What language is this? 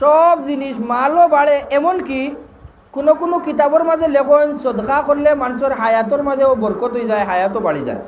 Sylheti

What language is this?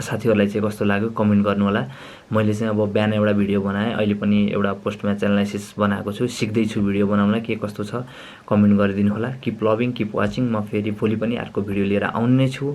Nepali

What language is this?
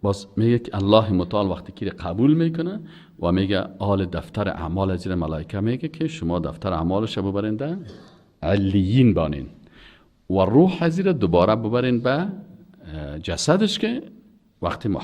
Persian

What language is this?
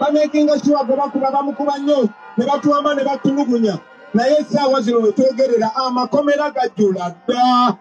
Ganda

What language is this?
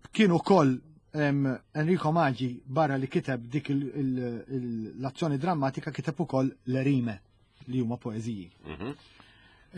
Maltese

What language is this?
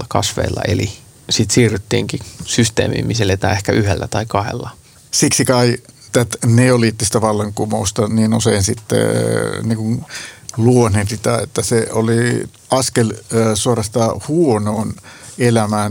Finnish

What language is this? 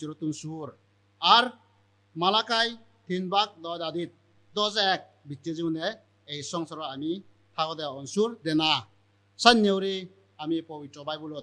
Chakma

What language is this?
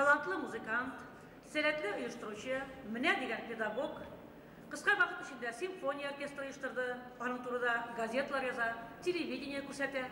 Bashkir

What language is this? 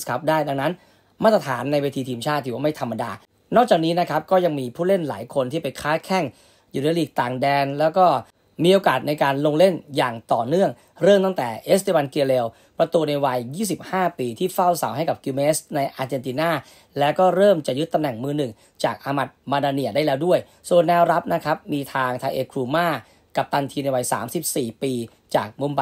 Thai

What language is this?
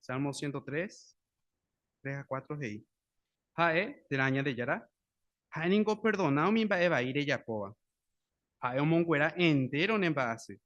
Guarani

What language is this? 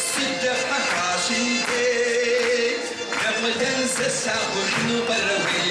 Kabardian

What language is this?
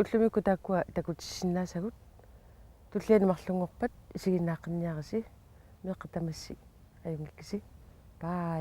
Kalaallisut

